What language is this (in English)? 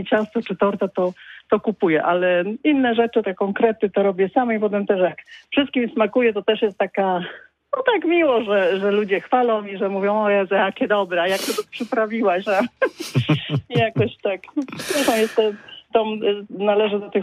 Polish